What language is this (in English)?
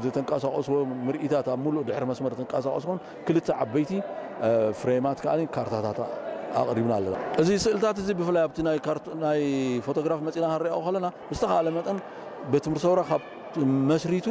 Tigrinya